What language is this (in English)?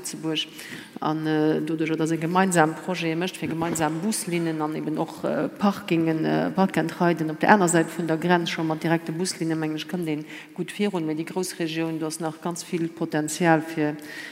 Luxembourgish